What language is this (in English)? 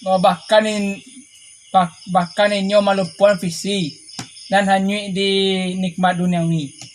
Minangkabau